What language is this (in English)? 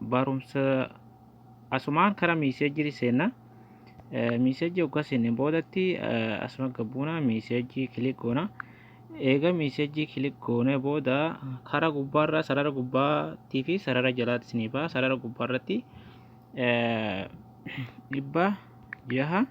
Oromo